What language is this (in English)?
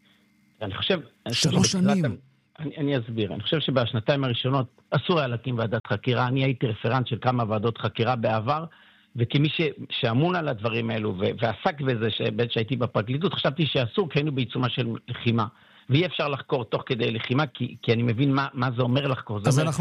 Hebrew